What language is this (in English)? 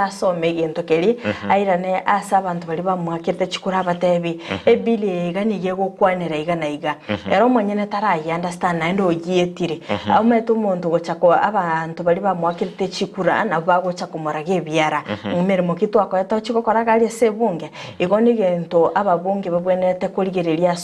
Gusii